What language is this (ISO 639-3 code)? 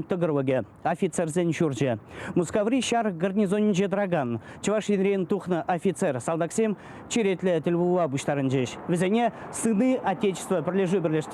chv